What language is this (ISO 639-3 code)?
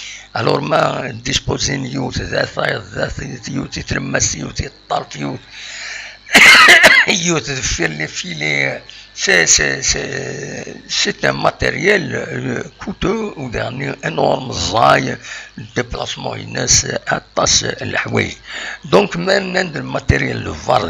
kab